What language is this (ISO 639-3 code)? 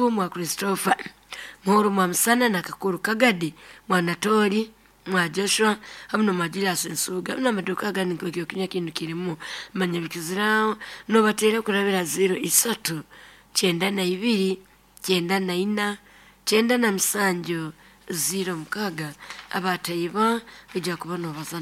nyo